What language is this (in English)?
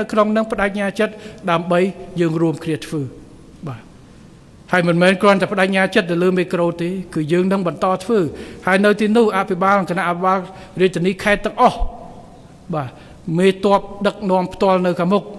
Khmer